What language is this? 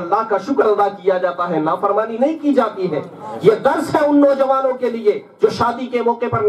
Urdu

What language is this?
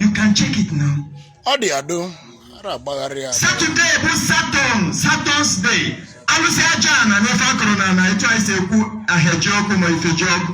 Igbo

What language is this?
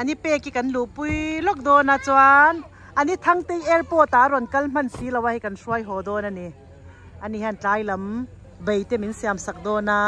Mizo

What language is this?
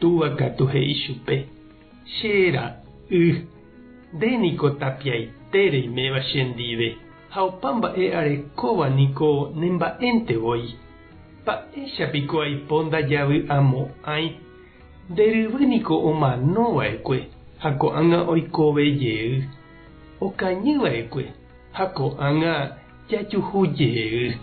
Guarani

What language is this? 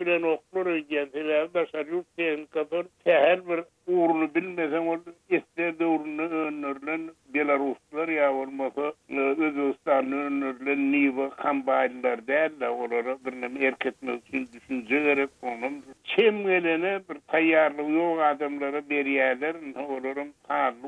Turkmen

